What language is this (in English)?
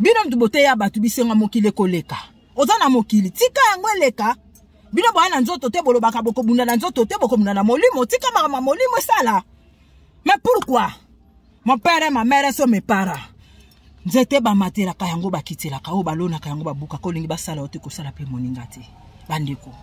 Lingala